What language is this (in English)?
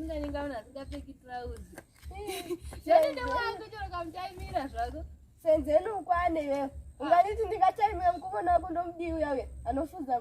Shona